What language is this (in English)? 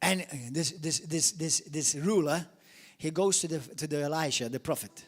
English